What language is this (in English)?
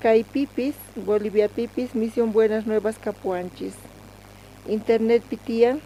South Bolivian Quechua